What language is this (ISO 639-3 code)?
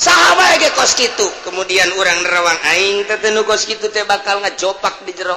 sun